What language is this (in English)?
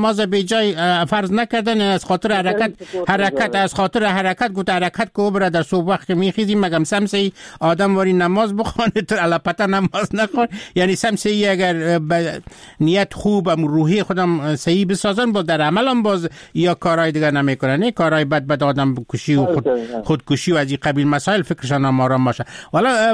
Persian